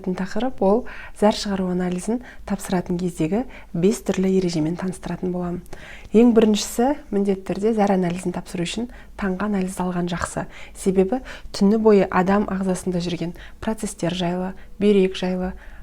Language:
Kazakh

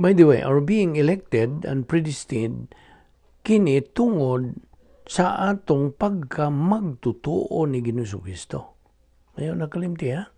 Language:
Cebuano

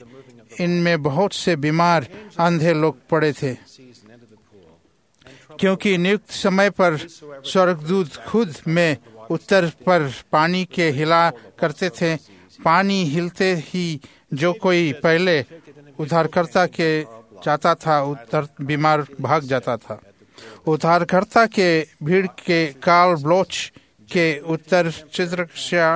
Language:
Hindi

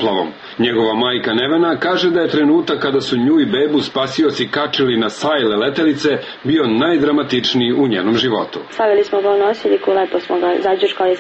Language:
Serbian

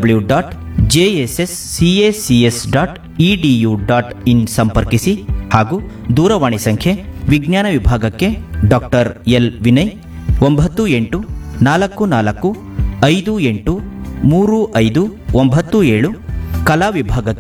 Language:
Kannada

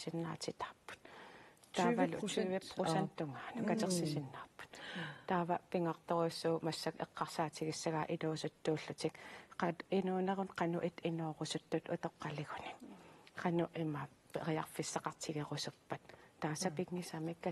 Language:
Kalaallisut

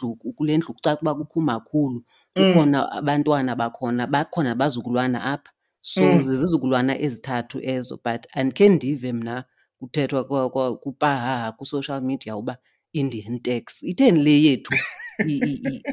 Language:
Xhosa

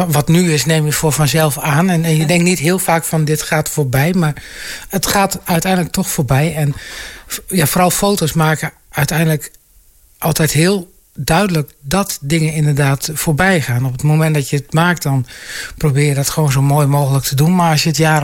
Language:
Dutch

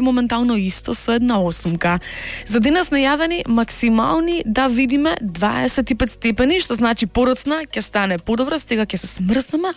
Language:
Macedonian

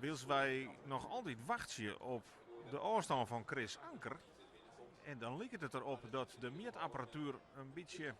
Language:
Western Frisian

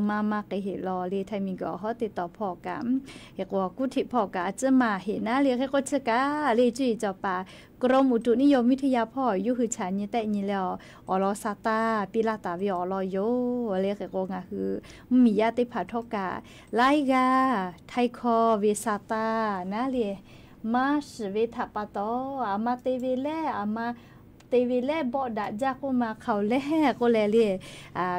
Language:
Lahu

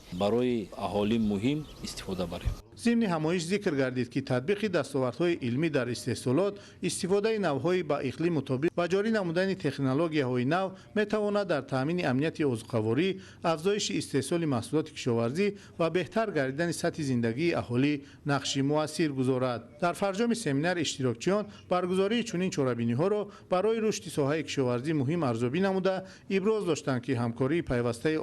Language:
Tajik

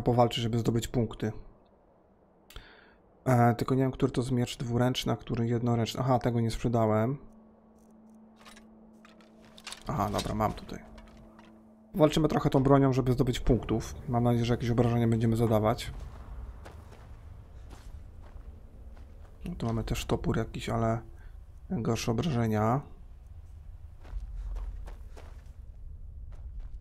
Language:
Polish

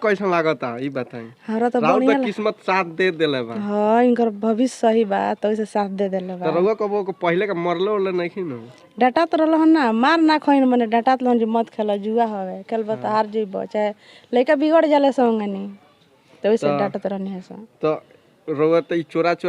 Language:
Bhojpuri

